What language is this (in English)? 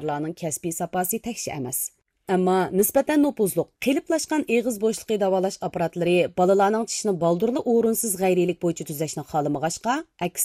Uyghur